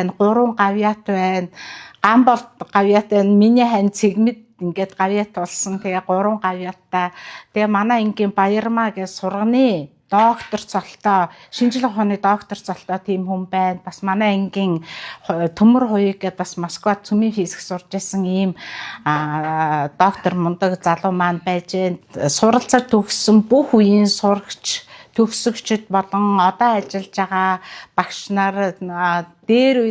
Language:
Mongolian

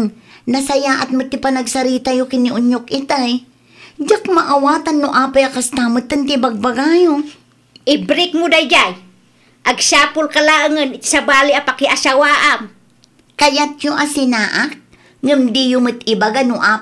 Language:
Iloko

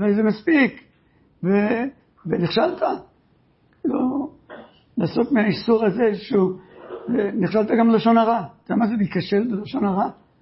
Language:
Hebrew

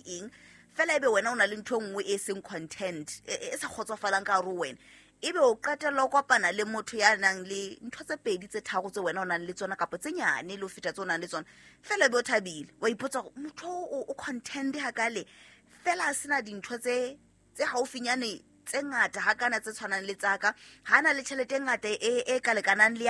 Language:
Southern Sotho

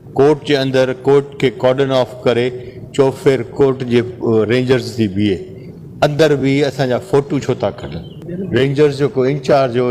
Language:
Sindhi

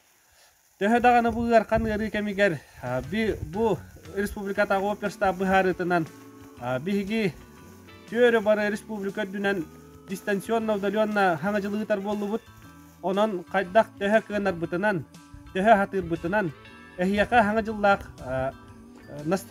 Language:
Yakut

